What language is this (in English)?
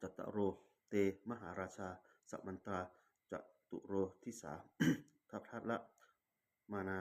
Pali